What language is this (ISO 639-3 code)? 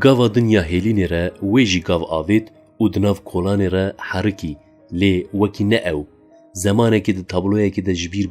kur